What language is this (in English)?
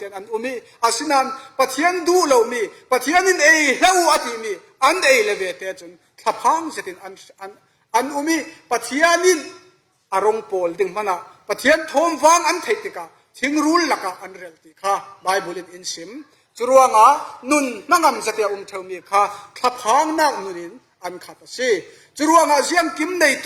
Falam Chin